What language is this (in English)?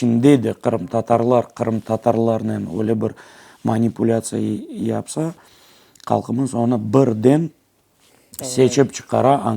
Crimean Tatar